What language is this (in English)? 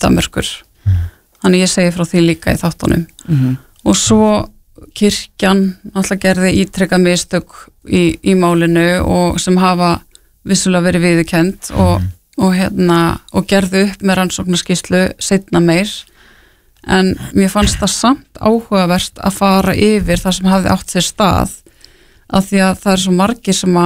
Icelandic